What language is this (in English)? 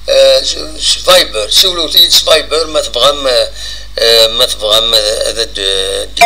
Kabyle